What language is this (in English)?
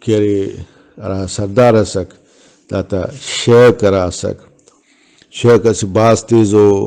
Brahui